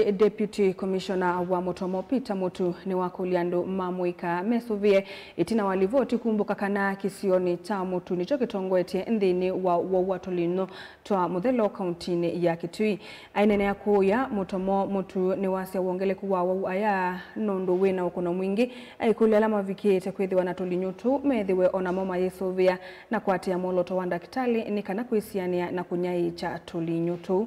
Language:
Kamba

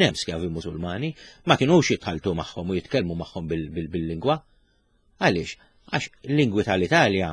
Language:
Maltese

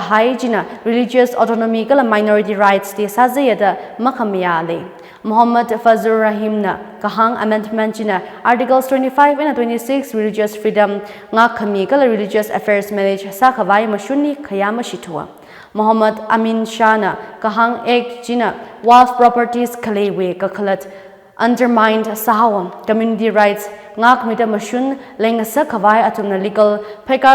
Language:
Tangkhul Naga (India)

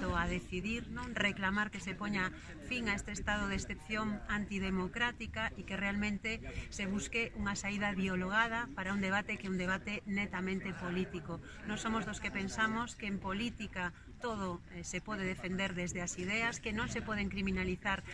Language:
Galician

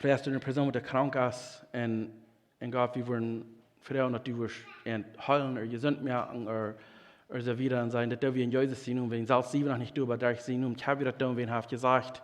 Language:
Plautdietsch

